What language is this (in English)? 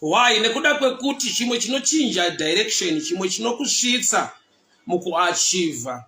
Shona